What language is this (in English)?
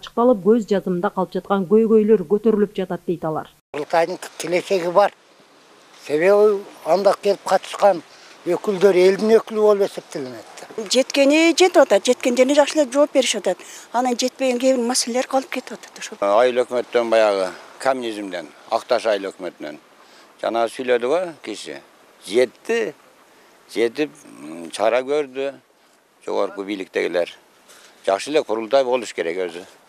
Kyrgyz